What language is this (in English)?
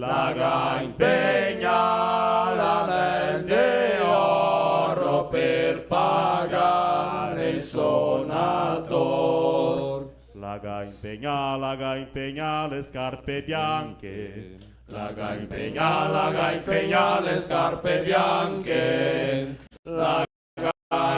Venetian